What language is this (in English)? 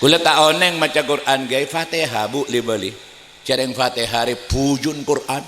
Madurese